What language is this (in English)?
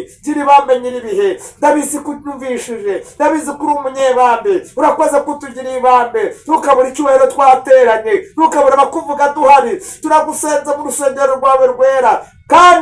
Kinyarwanda